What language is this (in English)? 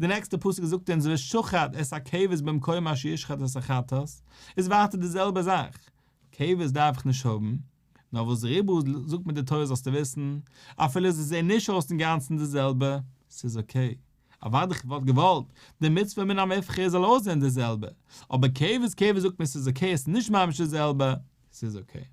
Yiddish